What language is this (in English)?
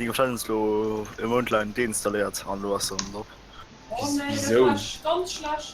Luxembourgish